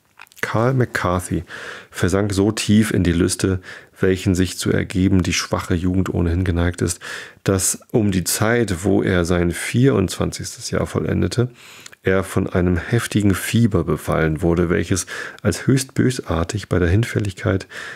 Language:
German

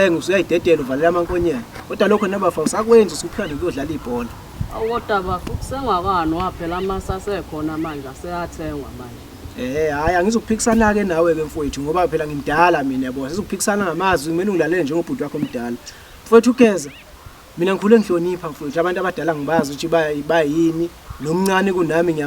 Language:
Zulu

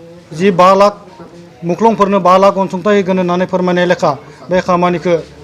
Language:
Bodo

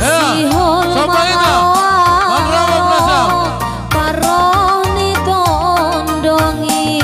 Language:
Batak Simalungun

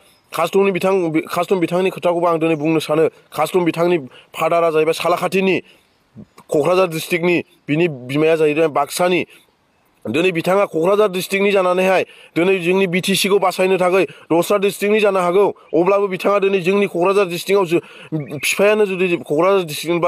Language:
Bodo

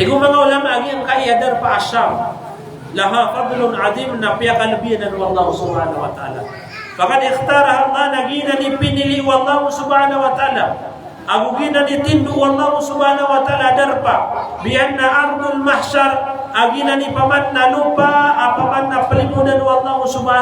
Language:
Maranao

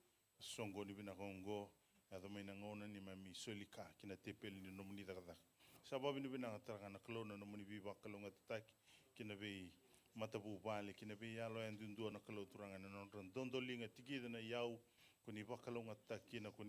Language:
Fijian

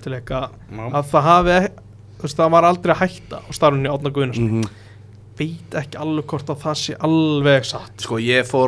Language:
Icelandic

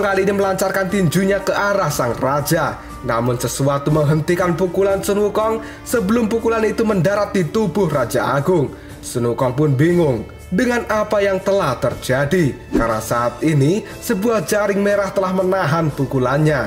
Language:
Indonesian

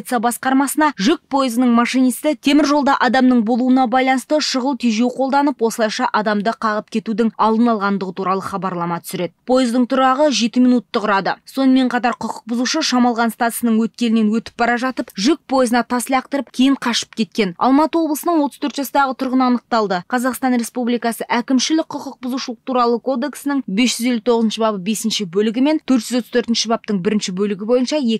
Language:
Kazakh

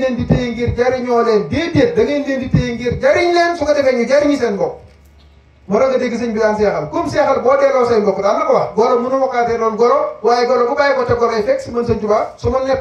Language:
Wolof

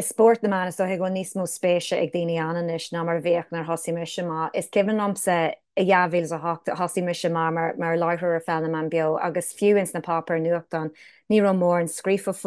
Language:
Irish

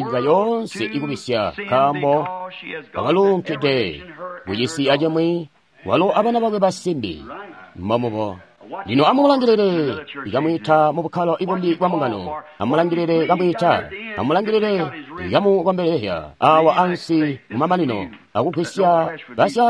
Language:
Tonga (Zambia)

